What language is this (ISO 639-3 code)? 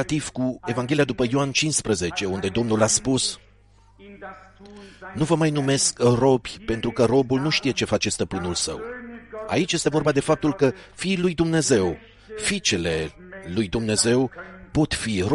ron